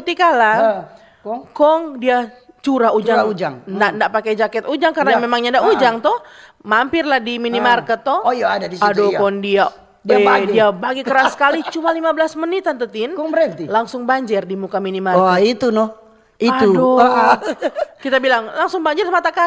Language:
Manado Malay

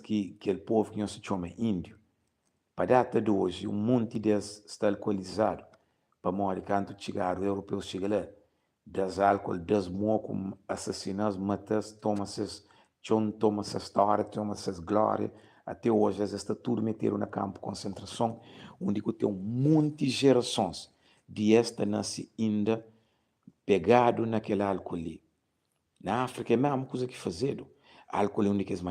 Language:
Kabuverdianu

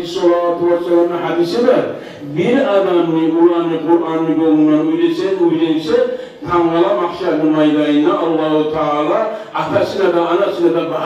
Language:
Kumyk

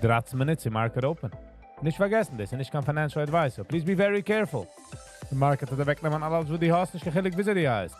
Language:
Yiddish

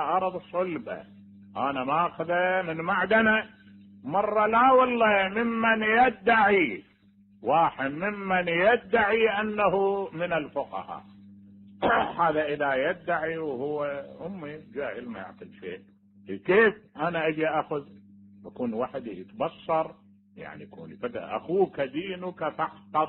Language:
Mesopotamian Arabic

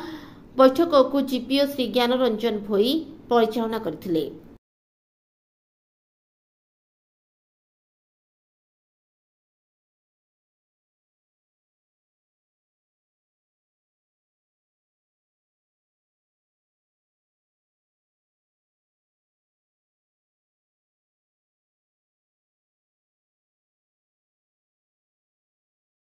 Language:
Odia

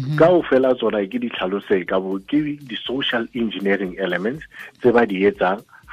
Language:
Southern Sotho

